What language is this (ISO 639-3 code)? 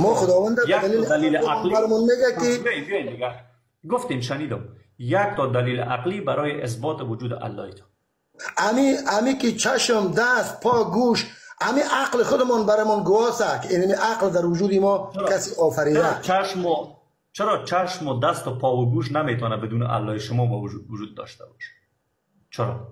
fas